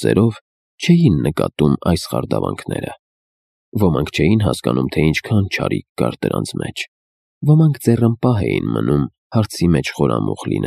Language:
Armenian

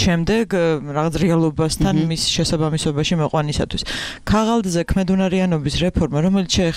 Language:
Georgian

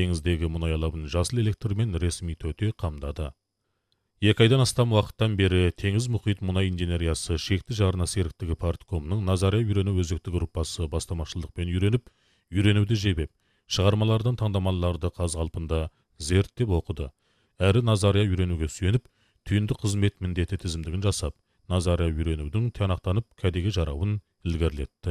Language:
Kazakh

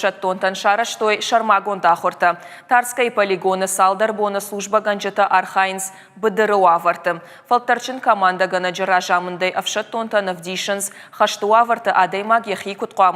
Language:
Ossetic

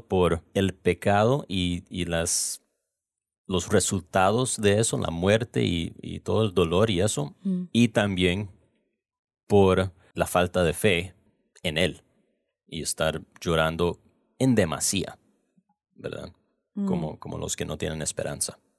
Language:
Spanish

